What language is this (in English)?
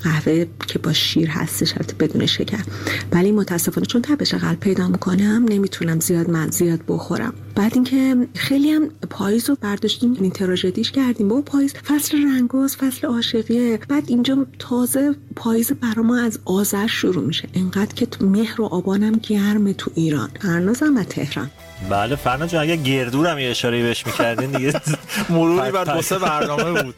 Persian